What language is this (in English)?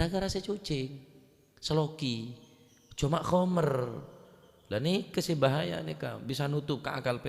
Madurese